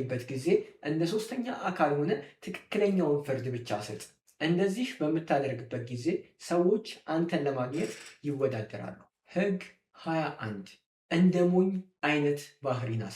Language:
Amharic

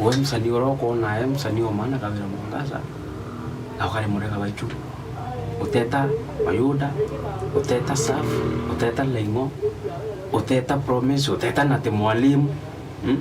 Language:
Meru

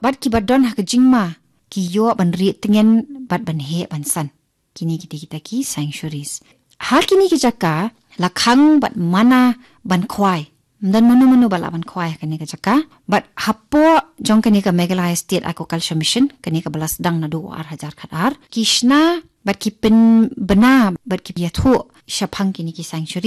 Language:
Khasi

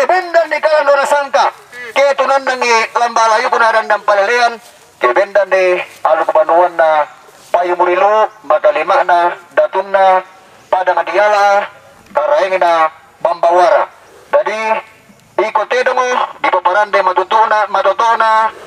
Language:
Toraja-Sa'dan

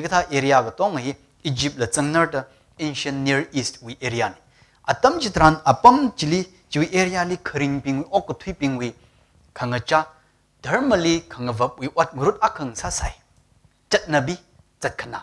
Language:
Tangkhul Naga (India)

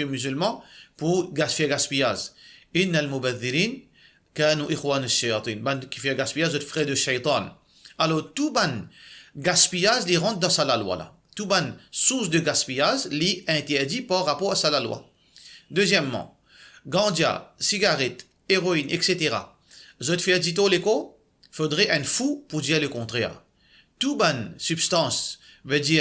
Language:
Morisyen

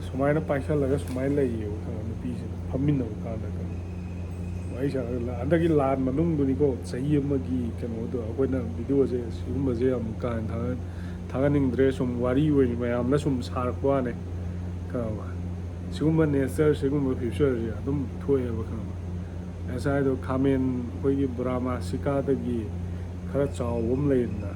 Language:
Manipuri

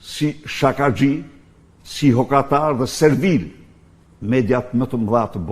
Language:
Albanian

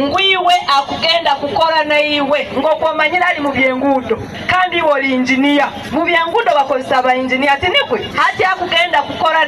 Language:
Nyankole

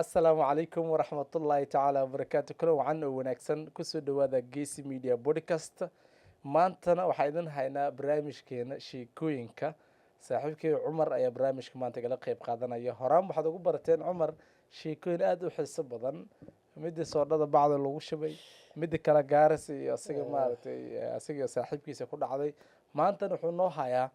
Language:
Somali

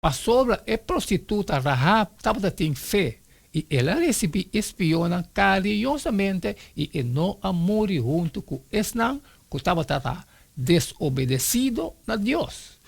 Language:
Papiamento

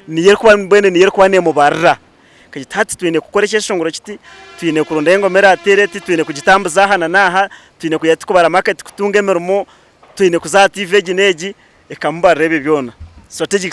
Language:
Nyankole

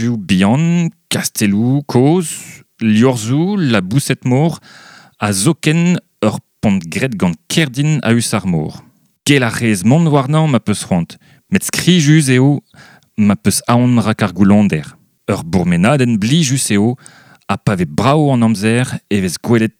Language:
Breton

